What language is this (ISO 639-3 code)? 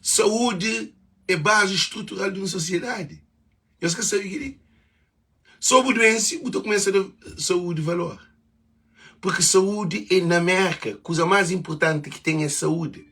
kea